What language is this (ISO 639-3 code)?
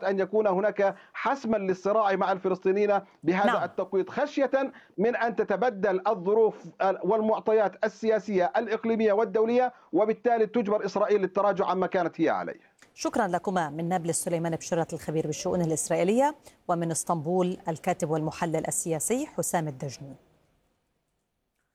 ara